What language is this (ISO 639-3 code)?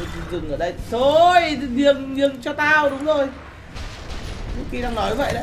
vie